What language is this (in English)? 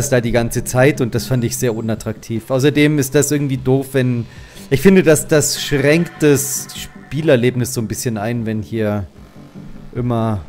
German